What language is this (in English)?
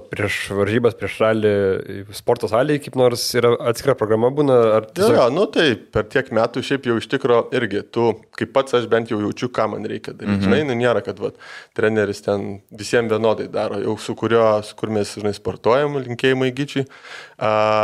Lithuanian